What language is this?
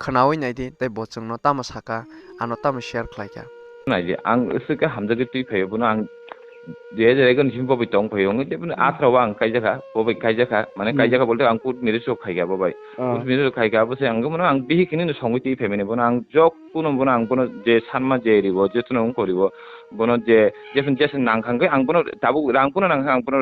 Kok Borok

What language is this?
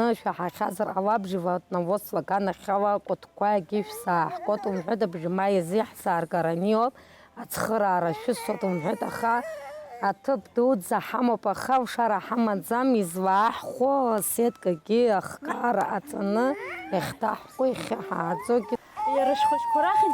Abkhazian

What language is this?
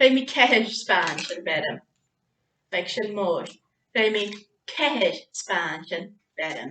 Scottish Gaelic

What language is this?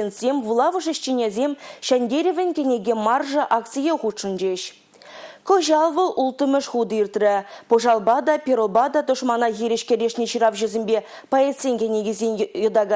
Chuvash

